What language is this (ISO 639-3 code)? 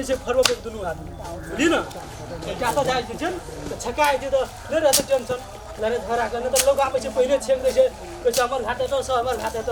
mai